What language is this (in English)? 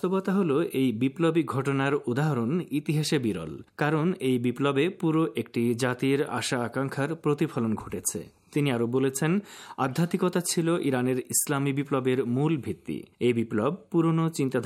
Bangla